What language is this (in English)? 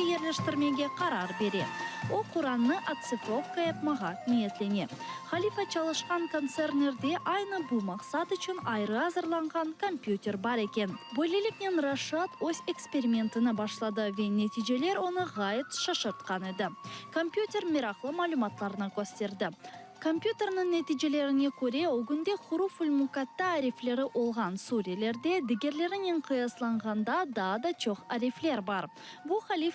Crimean Tatar